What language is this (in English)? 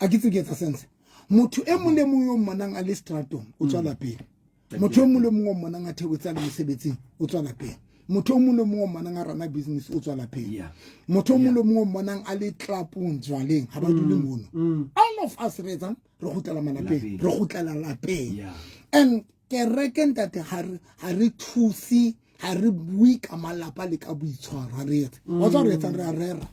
Southern Sotho